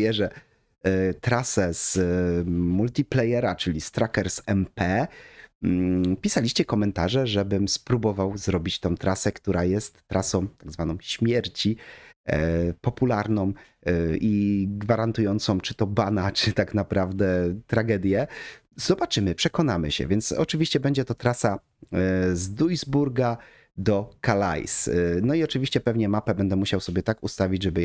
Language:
Polish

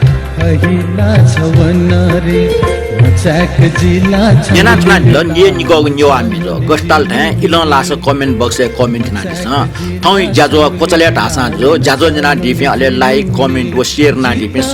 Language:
Newari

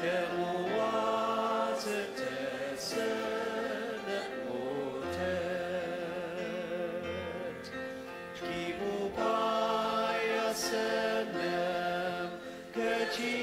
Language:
Ao Naga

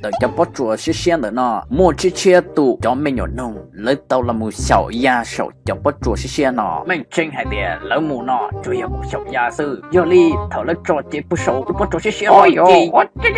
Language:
Hmong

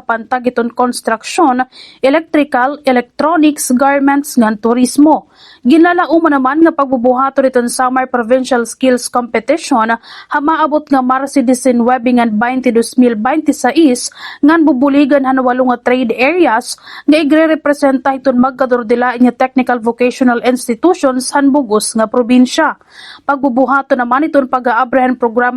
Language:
Waray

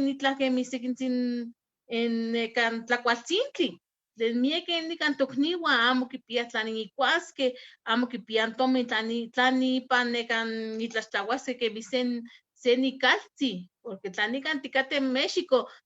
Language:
Eastern Huasteca Nahuatl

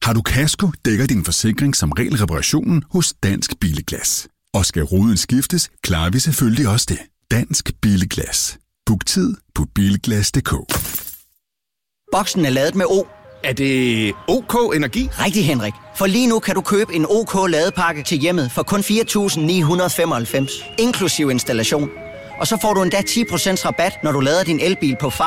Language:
Danish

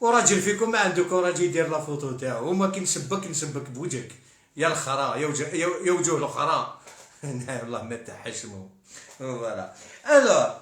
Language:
Algerian Arabic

